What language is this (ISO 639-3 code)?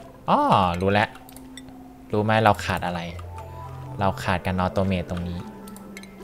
tha